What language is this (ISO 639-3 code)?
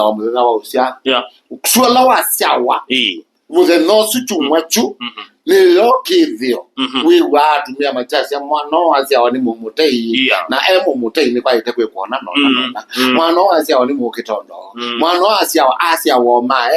kam